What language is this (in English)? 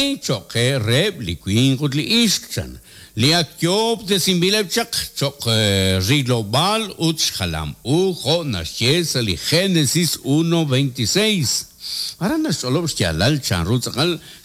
Kekchí